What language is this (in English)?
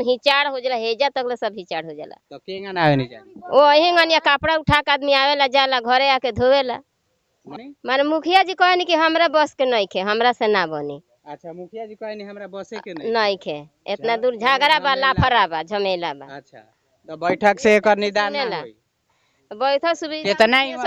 Bhojpuri